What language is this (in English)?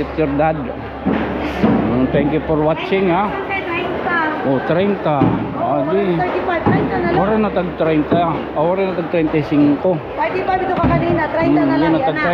Waray